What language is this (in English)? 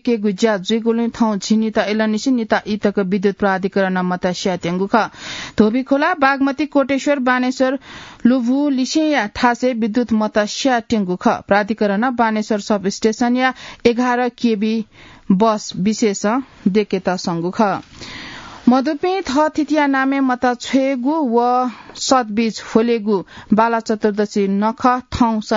Newari